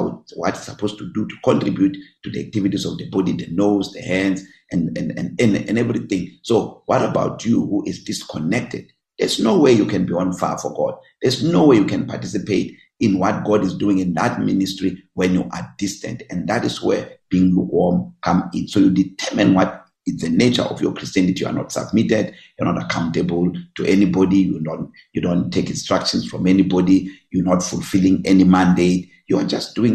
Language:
English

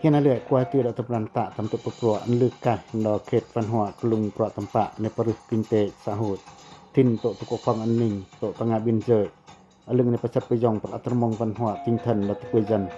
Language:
Pacoh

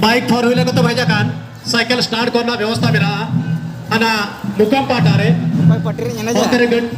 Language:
Santali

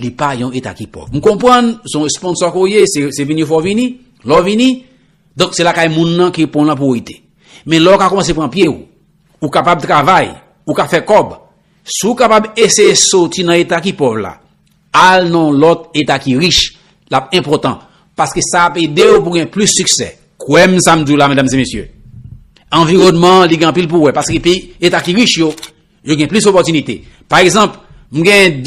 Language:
Haitian Creole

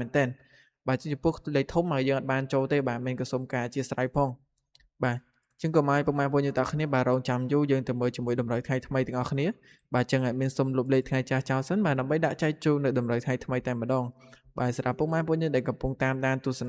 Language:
Khmer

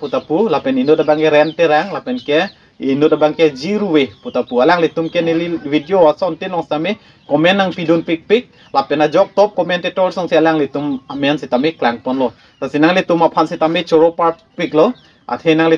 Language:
Karbi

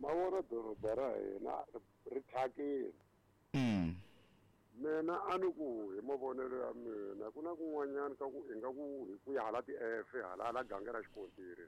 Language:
Tsonga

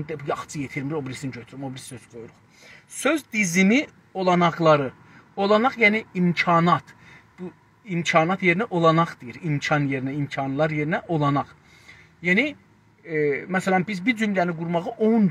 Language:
South Azerbaijani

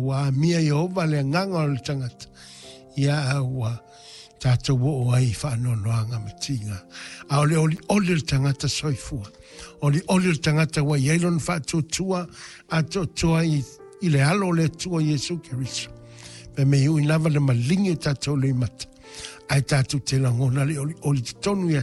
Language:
Samoan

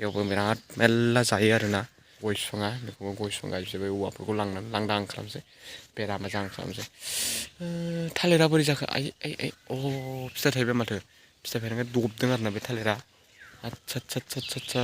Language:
Bodo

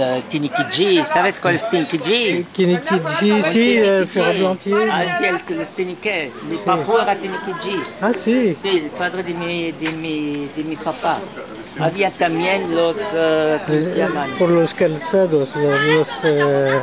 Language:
Ladino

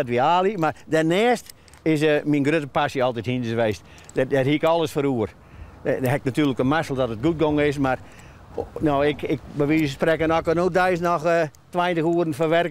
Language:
Western Frisian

